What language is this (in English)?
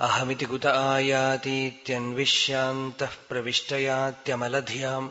Sanskrit